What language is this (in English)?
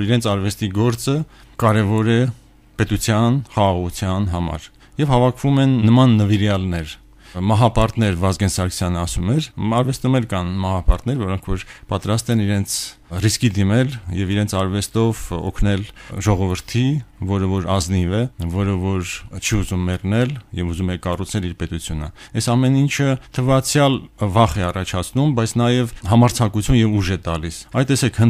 Armenian